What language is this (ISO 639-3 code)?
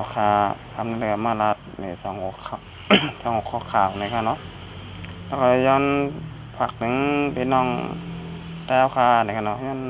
shn